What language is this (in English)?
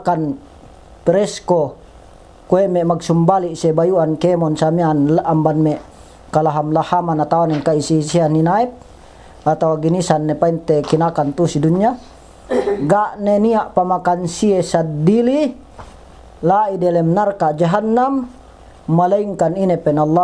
Yakan